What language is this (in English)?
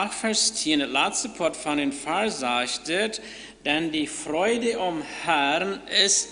Plautdietsch